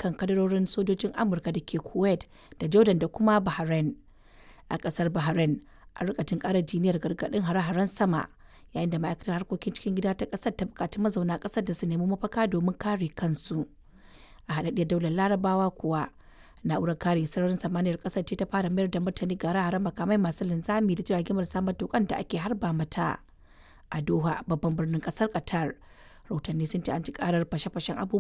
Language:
Hausa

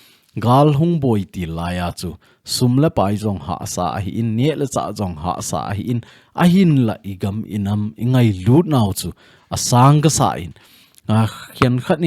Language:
Thado Chin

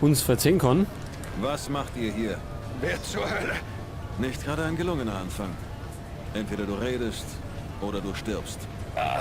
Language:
Bavarian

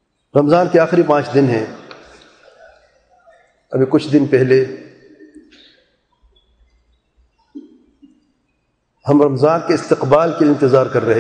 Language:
Urdu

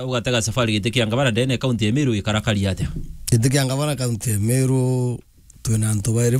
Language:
Meru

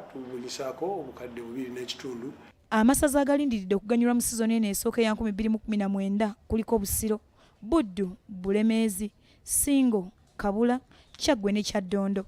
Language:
Ganda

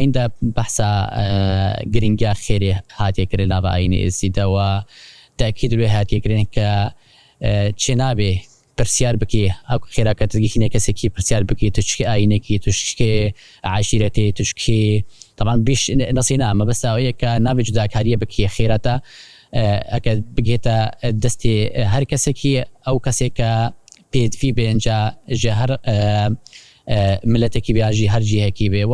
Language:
Central Kurdish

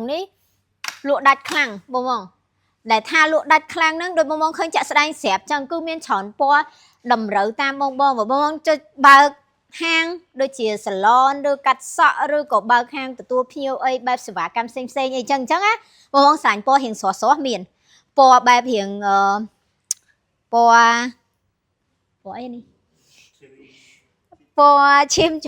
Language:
Khmer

